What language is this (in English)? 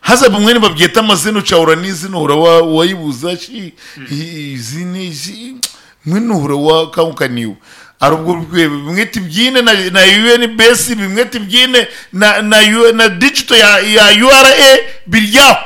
Nyankole